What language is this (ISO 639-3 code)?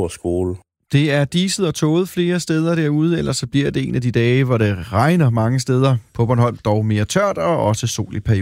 dan